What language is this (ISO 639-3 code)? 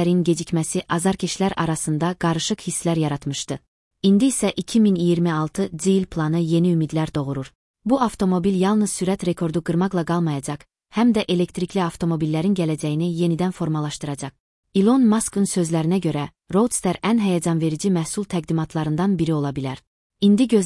aze